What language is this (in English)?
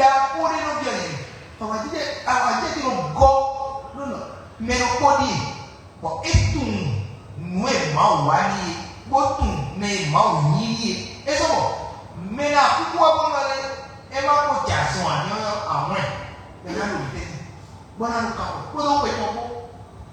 Fon